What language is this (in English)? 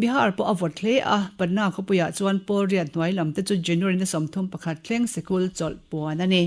Mizo